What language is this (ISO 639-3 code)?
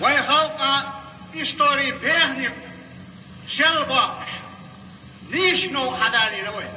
che